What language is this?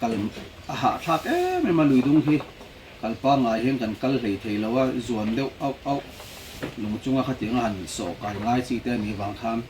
Mizo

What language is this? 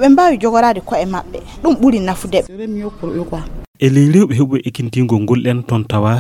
Fula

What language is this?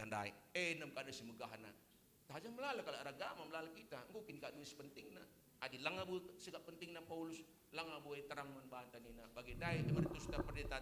Batak Karo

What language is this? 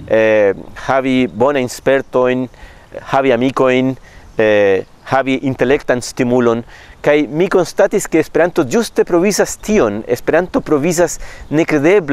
Esperanto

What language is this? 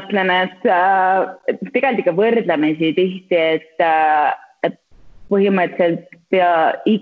Estonian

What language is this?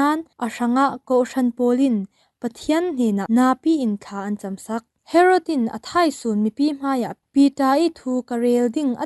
Falam Chin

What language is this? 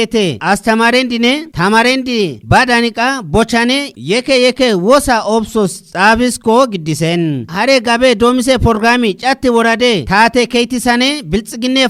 Kafa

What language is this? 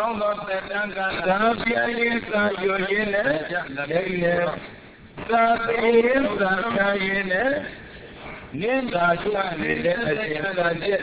Burmese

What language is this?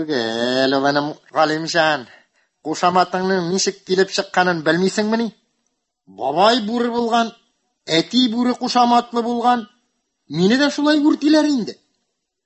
Tatar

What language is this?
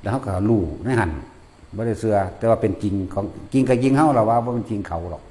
Northeastern Thai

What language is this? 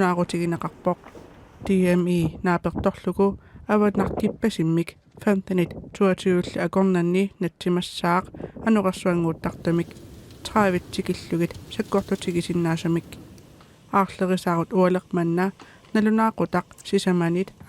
Kalaallisut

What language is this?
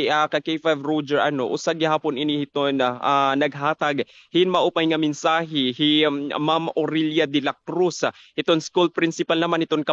Waray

